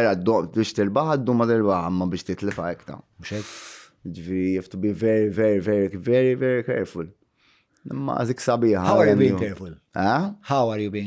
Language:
Maltese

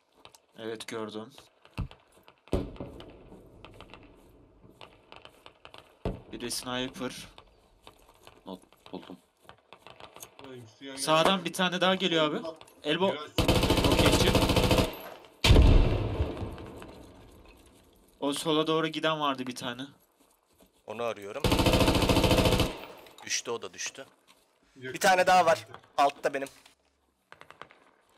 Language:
Turkish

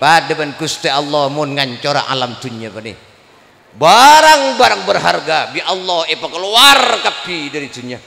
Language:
Madurese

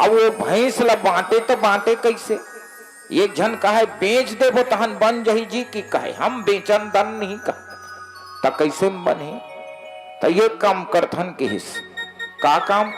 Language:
Chhattisgarhi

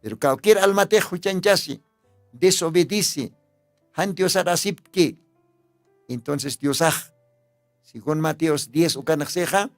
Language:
Aymara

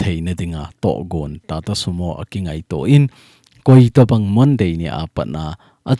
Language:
Thado Chin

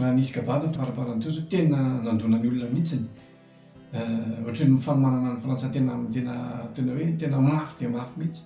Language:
Malagasy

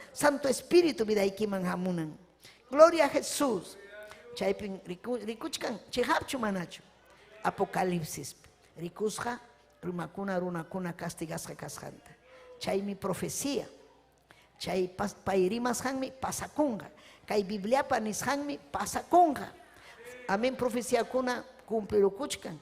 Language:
Ayacucho Quechua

